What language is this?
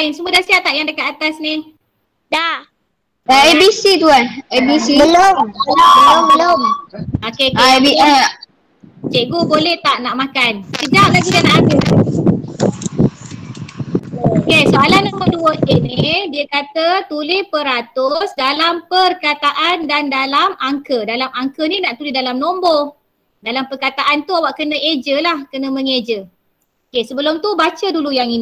Malay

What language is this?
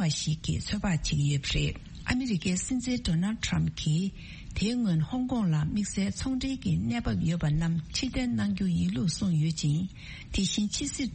Tibetan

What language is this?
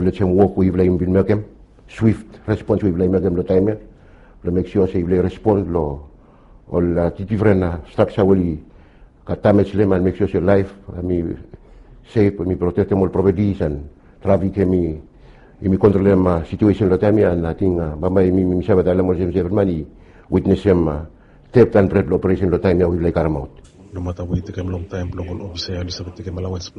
Bislama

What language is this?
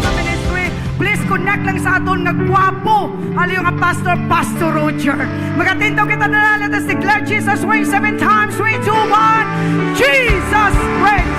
Hiligaynon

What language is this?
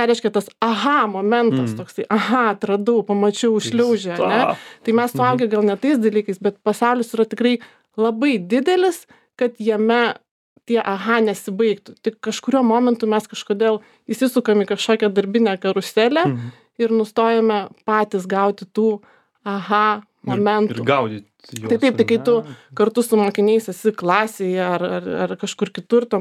Lithuanian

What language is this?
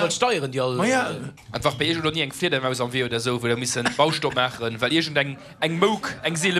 Luxembourgish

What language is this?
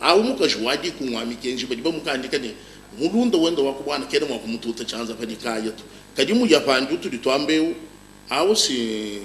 Luba-Lulua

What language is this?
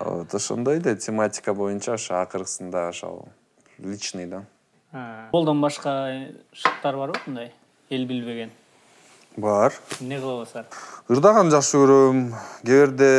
Kyrgyz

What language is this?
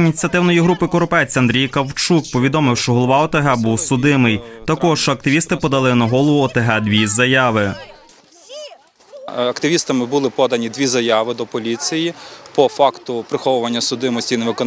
Ukrainian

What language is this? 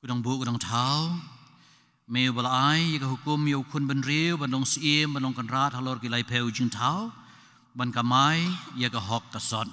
Khasi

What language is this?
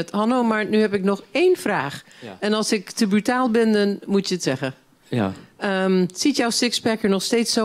Dutch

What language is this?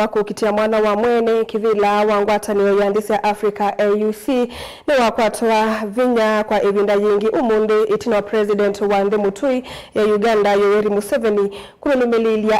Kamba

